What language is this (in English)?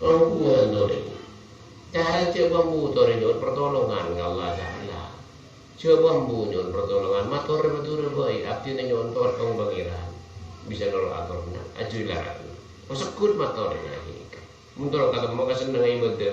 Madurese